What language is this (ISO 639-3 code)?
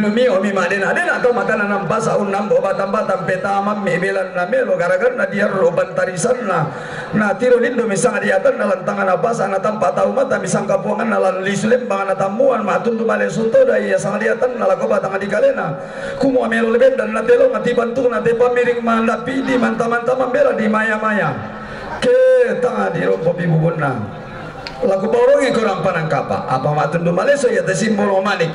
sda